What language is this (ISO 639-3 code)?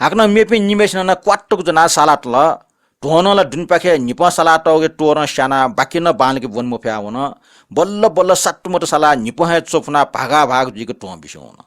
new